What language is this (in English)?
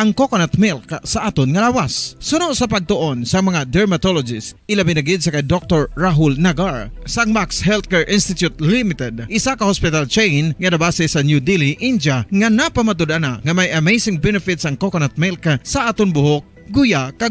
Hiligaynon